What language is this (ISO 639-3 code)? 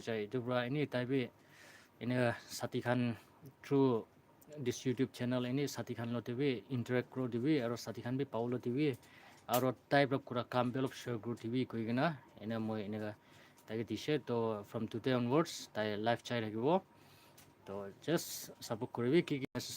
nag